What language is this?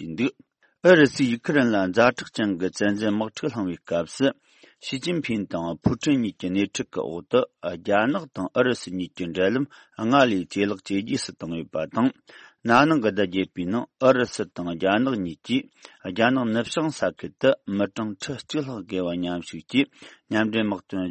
Tibetan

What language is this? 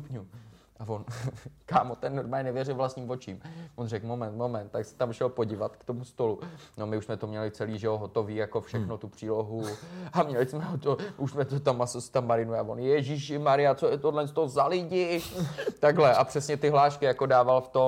Czech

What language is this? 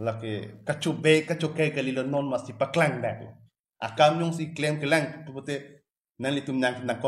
Karbi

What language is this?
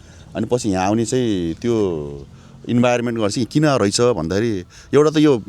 Nepali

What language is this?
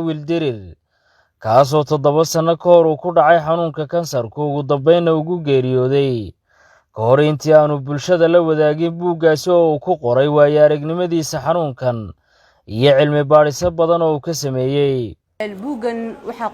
Somali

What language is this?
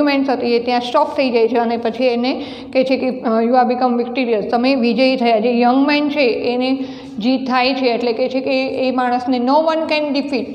Gujarati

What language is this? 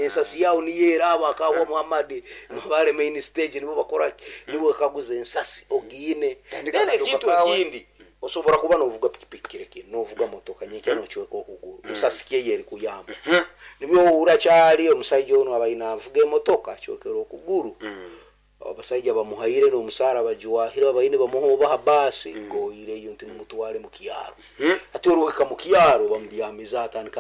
Nyankole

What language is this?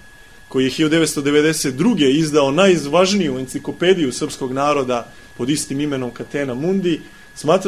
Serbian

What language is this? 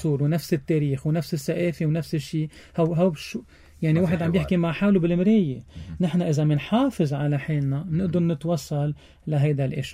North Levantine Arabic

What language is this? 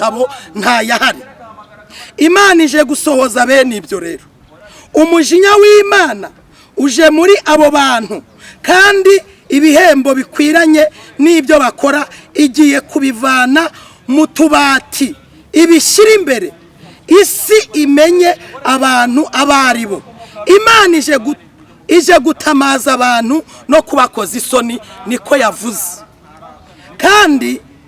Kinyarwanda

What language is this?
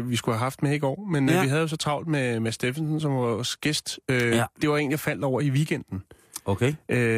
Danish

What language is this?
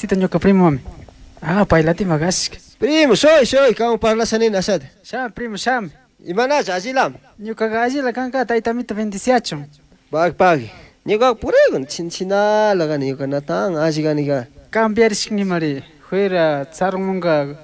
Chimborazo Highland Quichua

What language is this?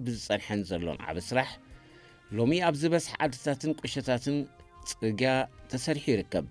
Tigrinya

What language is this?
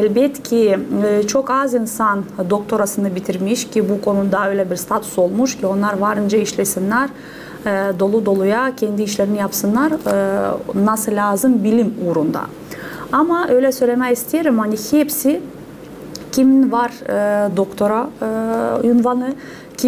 Gagauz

